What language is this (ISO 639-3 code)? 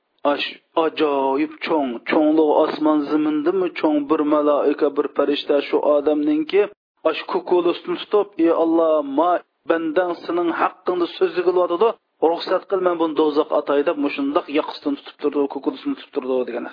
uig